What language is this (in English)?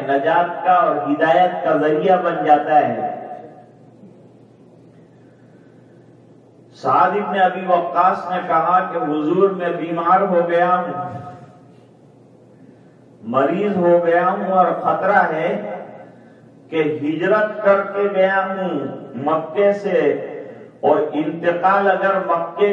Urdu